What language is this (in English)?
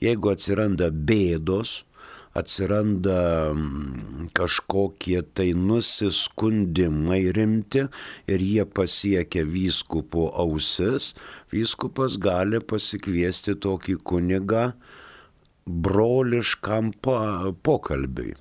Lithuanian